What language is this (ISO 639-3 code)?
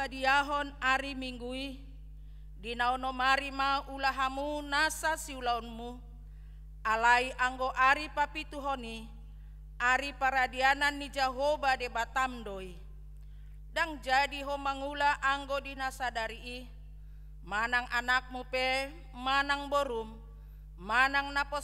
bbc